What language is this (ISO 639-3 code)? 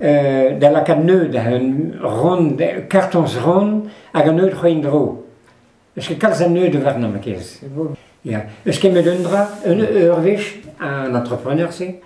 bre